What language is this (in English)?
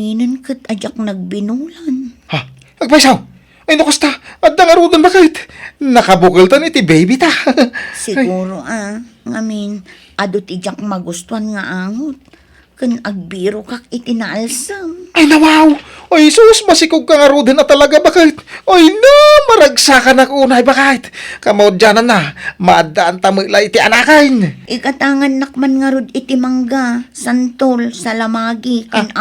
Iloko